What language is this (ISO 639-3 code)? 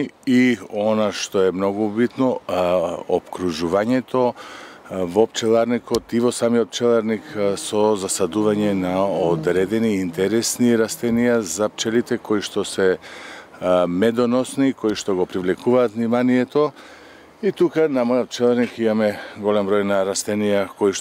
mkd